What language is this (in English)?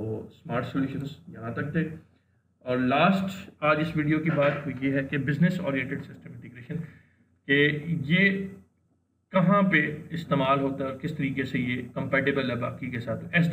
Hindi